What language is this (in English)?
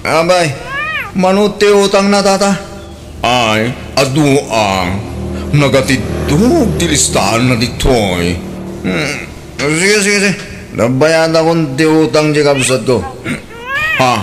Iloko